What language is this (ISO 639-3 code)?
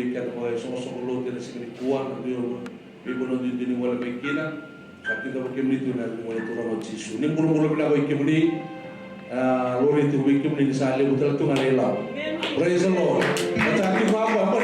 fij